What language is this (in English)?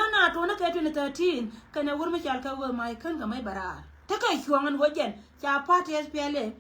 Nuer